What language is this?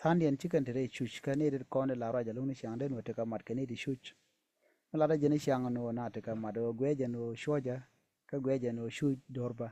Nuer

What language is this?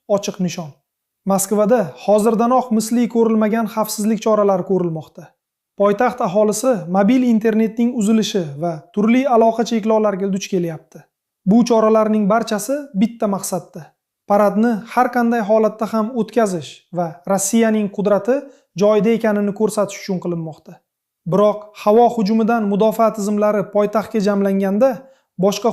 Uzbek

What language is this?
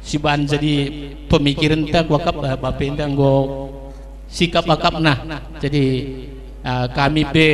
Batak Karo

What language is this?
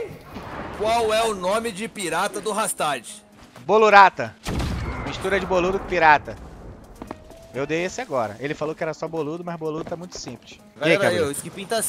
Portuguese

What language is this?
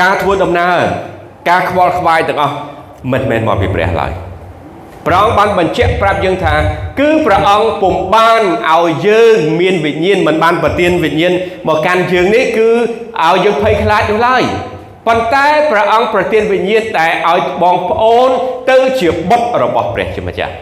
Khmer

